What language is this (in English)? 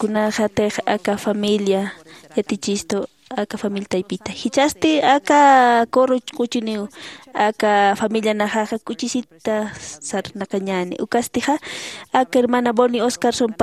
Aymara